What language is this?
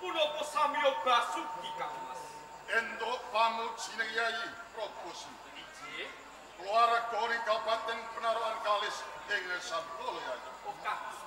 Javanese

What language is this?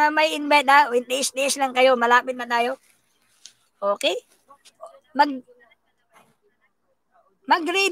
Filipino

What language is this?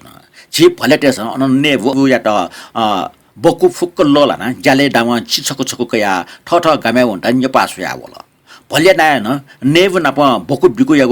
Newari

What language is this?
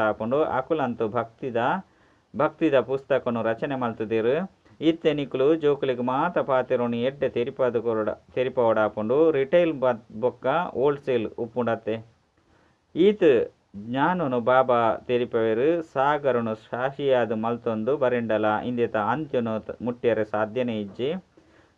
Tulu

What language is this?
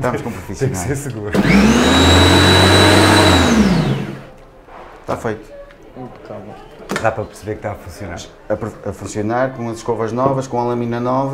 Portuguese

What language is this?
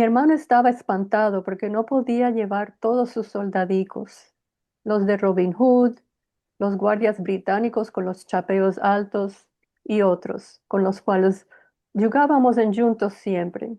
Ladino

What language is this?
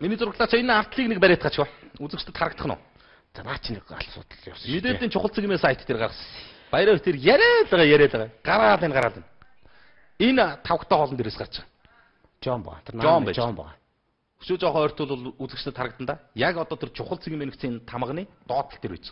Mongolian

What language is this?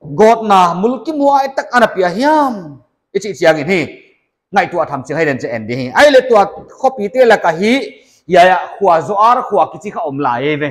Paite Chin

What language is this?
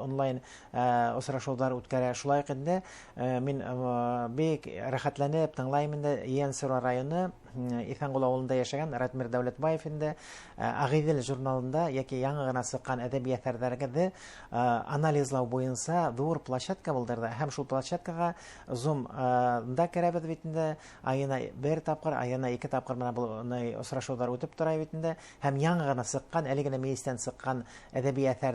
Bashkir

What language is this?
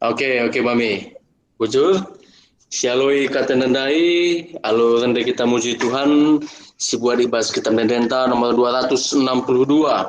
Batak Karo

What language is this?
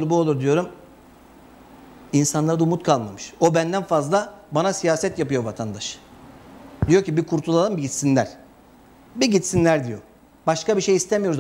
Turkish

